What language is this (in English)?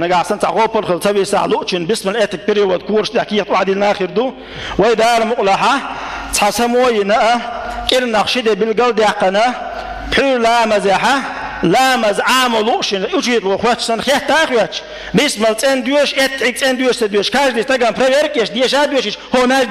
Chechen